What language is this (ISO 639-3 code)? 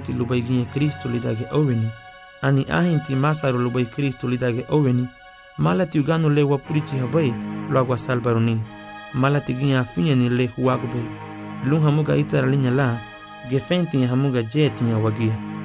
cab